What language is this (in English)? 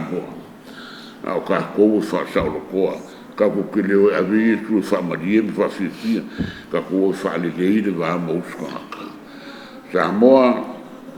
Samoan